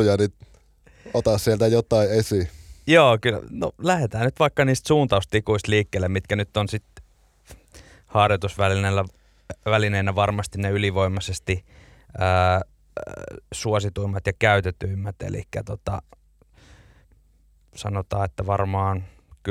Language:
Finnish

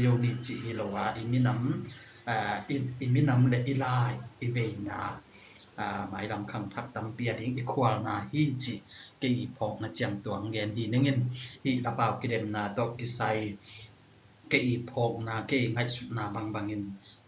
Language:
Tedim Chin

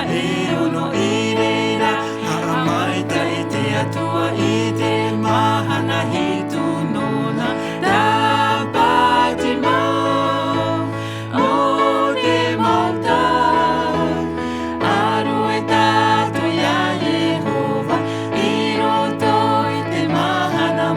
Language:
Tahitian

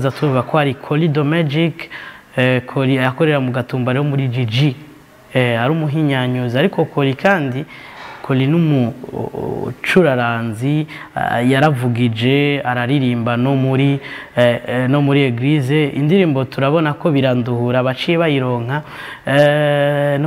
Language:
Rundi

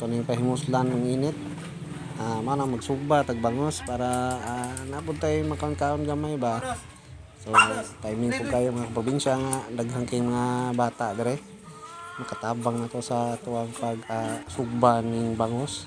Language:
Cebuano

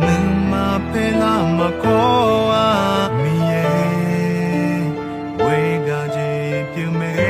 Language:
Akha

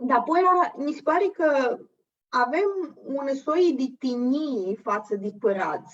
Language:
Aromanian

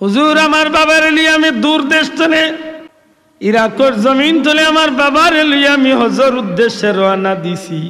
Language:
Sylheti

